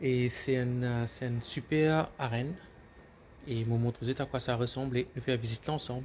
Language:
Morisyen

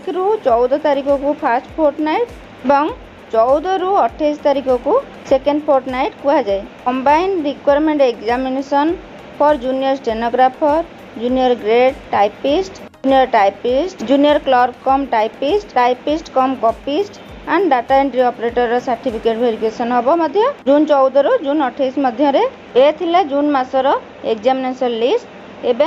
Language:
Odia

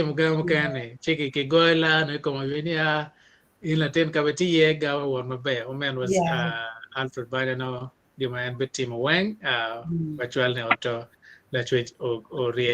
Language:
Acoli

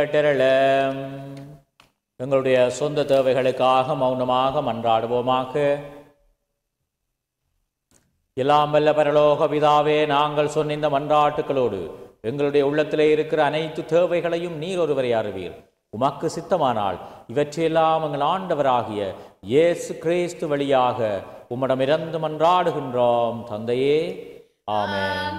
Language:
Tamil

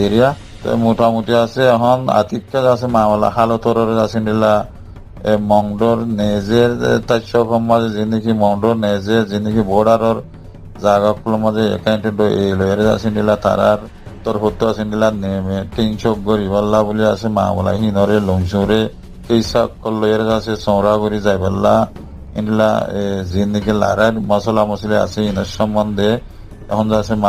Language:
Rohingya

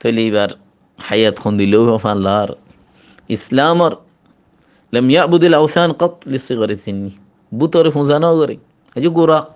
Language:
Rohingya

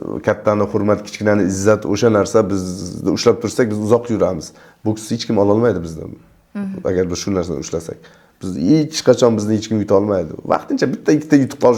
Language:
Uzbek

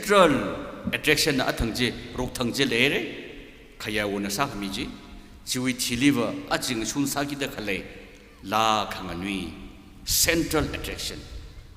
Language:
Tangkhul Naga (India)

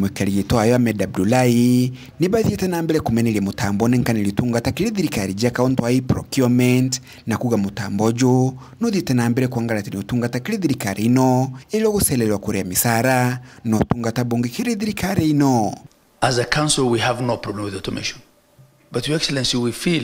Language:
Meru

